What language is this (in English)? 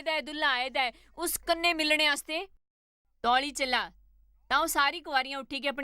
Dogri